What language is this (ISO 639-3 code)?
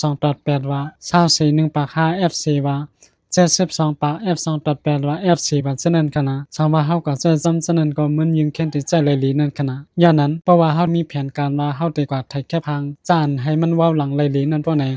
shn